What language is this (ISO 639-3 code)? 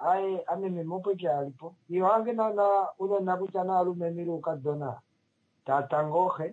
kua